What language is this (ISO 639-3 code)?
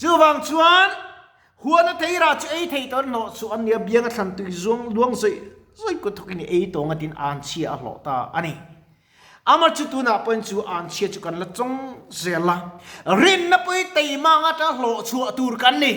lus